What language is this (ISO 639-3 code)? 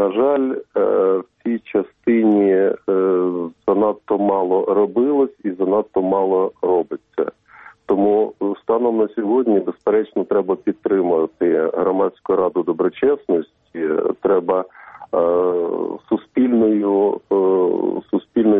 ukr